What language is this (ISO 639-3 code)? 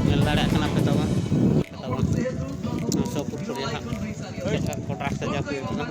sat